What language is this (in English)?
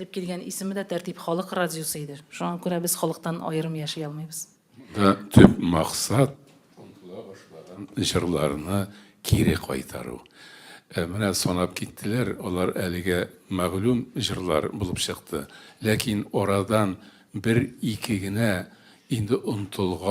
Tatar